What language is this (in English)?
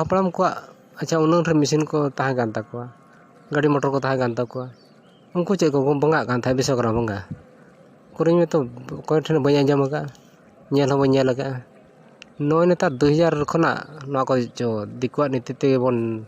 Santali